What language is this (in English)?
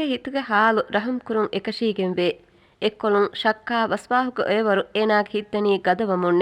Divehi